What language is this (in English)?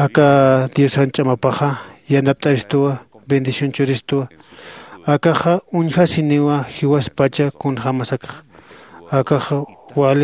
Aymara